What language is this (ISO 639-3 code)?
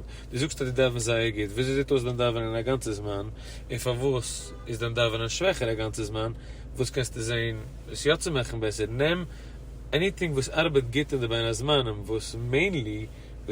yid